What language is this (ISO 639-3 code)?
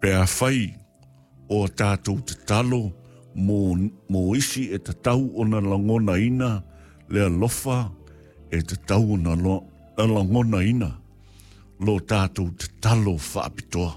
smo